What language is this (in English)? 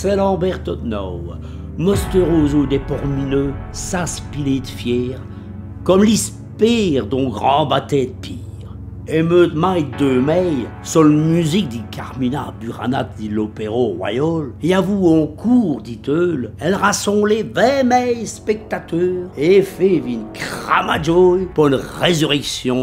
Walloon